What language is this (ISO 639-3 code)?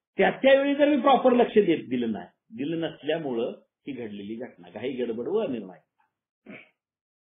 mar